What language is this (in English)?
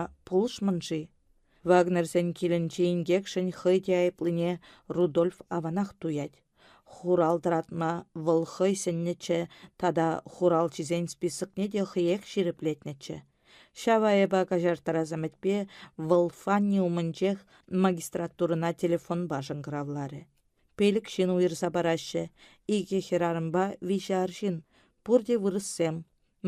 Chuvash